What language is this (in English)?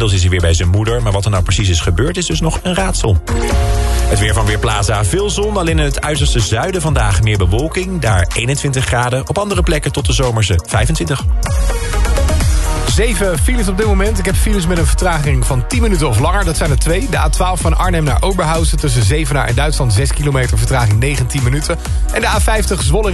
Dutch